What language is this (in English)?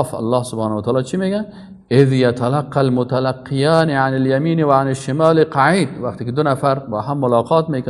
Persian